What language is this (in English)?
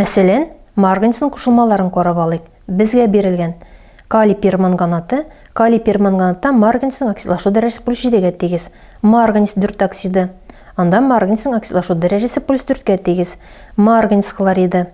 Tatar